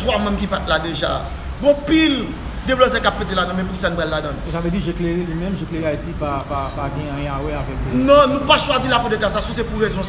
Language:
Haitian Creole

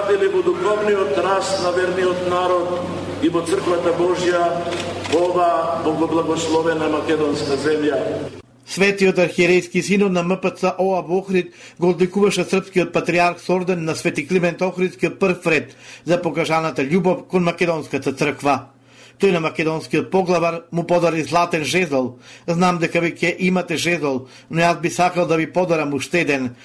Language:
Macedonian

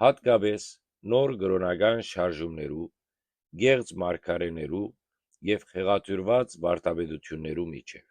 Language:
Western Armenian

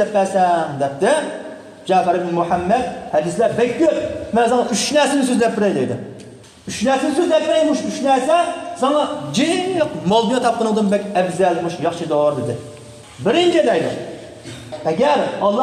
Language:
Uyghur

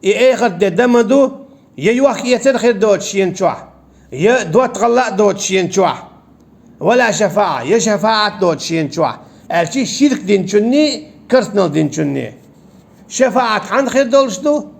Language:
Chechen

